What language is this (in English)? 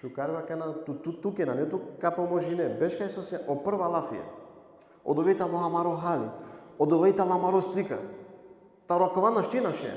Balkan Romani